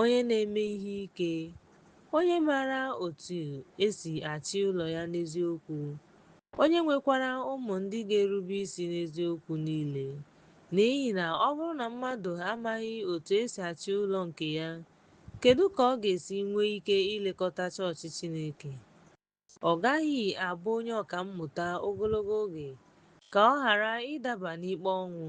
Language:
Igbo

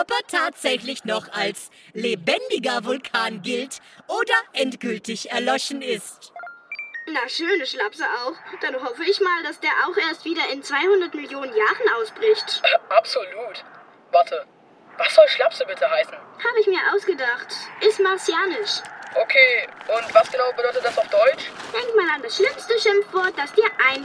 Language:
German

